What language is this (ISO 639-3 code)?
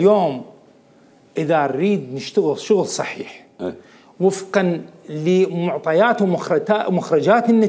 acm